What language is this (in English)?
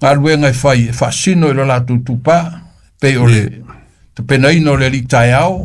Samoan